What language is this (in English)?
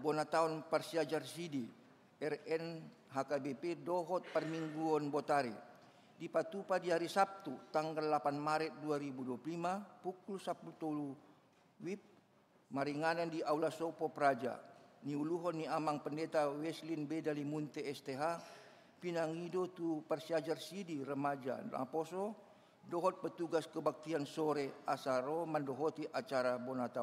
Batak Toba